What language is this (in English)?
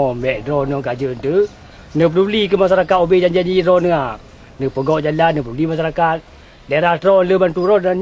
Achinese